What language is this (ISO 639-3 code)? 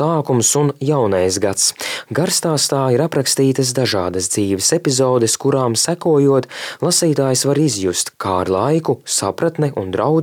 lav